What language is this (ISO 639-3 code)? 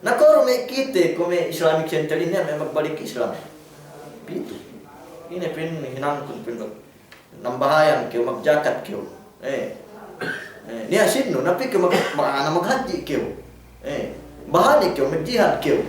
yka